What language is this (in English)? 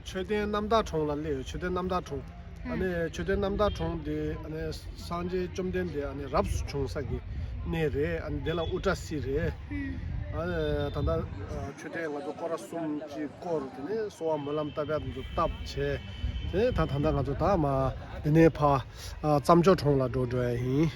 Tibetan